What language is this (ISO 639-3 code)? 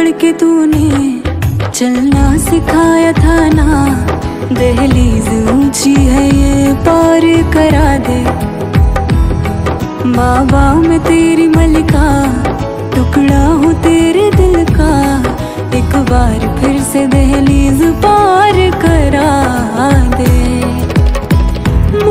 hin